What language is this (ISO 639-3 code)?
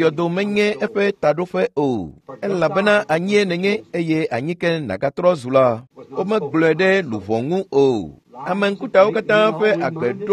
ewe